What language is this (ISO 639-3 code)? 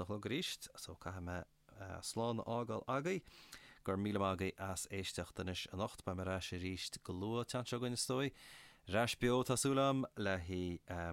gle